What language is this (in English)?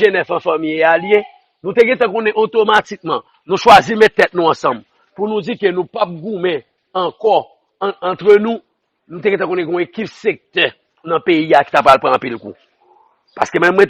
Haitian Creole